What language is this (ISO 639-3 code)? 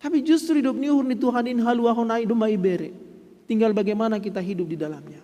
bts